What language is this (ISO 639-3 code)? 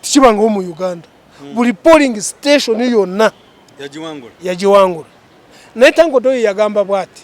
lug